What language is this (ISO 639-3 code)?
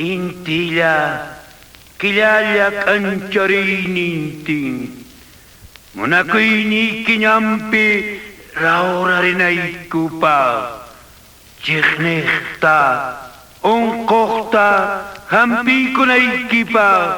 que